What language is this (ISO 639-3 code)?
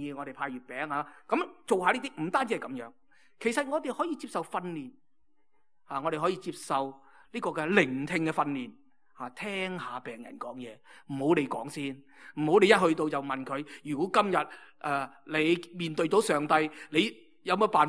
yue